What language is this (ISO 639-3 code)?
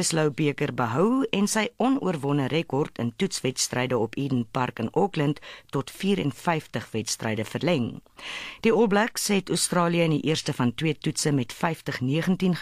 afr